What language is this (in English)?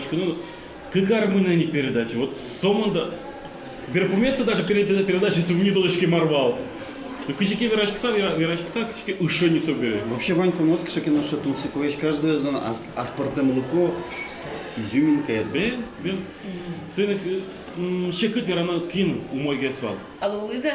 Udmurt